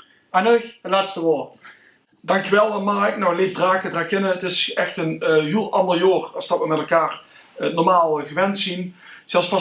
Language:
Limburgish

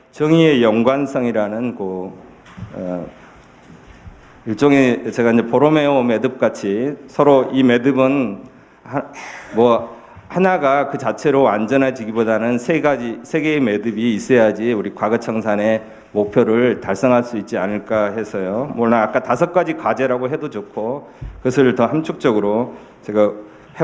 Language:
Korean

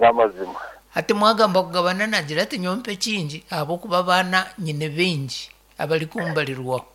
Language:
Nyankole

